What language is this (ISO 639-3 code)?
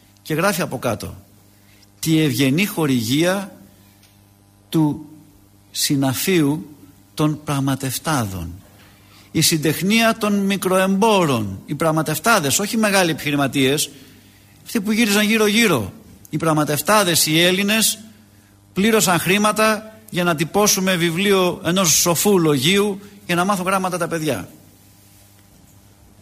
ell